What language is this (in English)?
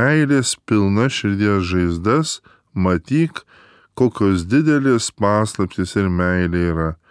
Lithuanian